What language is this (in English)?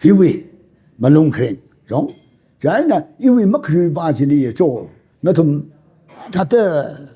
Tangkhul Naga (India)